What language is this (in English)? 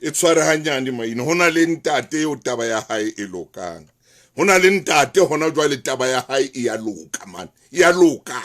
Southern Sotho